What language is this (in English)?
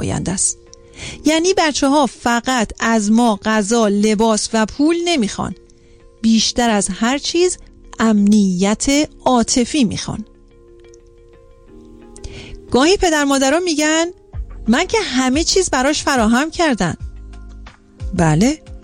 Persian